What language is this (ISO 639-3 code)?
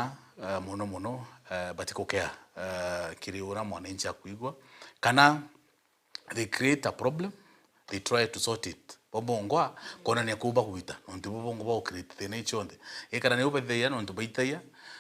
mer